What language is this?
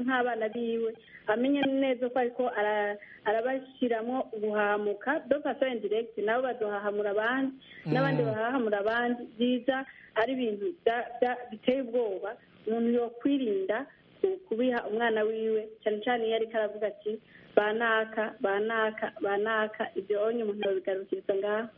Kinyarwanda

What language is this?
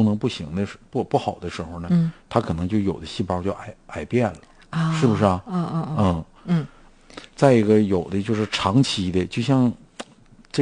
Chinese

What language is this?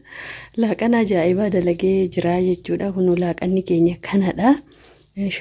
Oromo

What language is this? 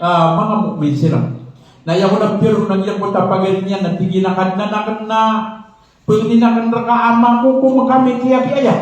Maranao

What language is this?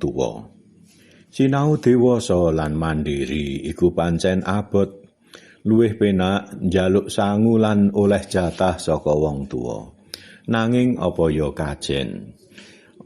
Javanese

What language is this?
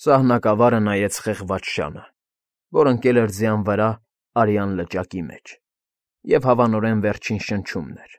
Armenian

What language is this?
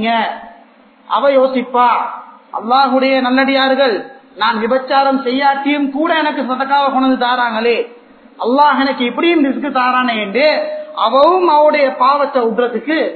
Tamil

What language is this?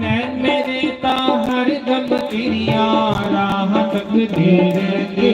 Dogri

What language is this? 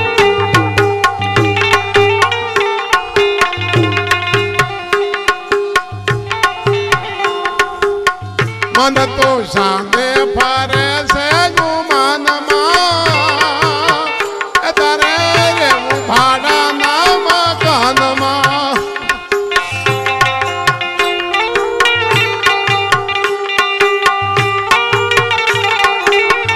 Gujarati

